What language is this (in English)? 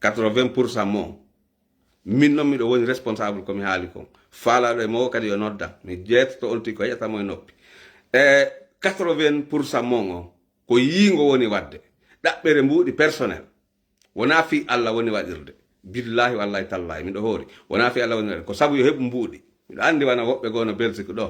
Fula